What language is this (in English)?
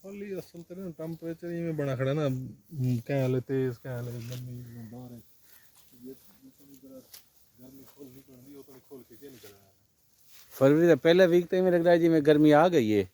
Saraiki